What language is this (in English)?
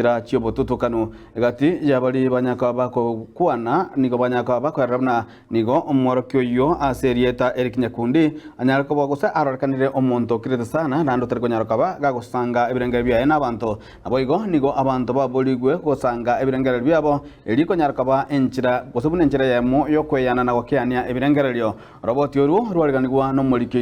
Gusii